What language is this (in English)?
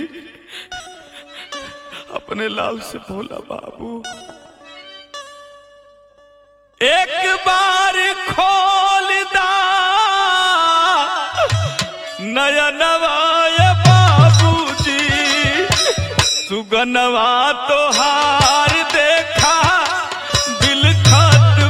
Bhojpuri